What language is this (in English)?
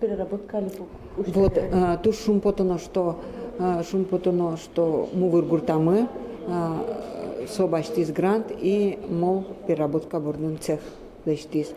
Udmurt